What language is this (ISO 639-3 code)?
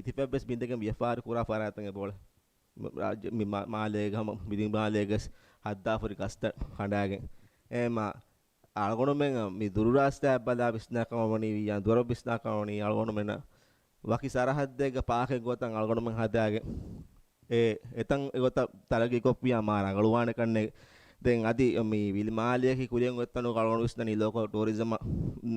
div